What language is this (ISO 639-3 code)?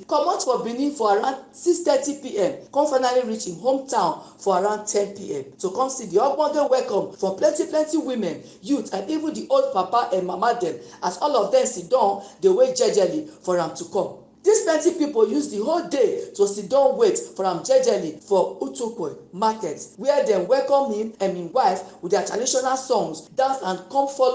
pcm